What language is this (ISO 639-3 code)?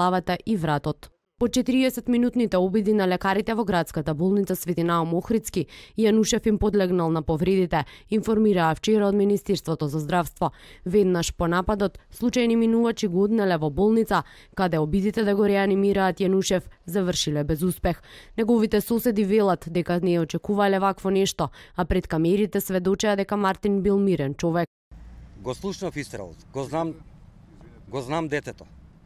mkd